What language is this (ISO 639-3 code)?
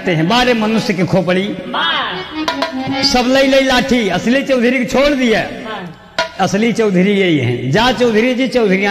bho